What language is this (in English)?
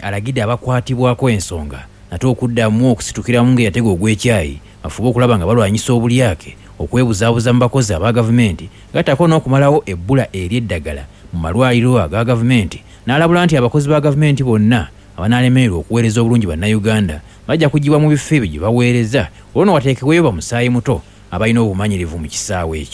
Ganda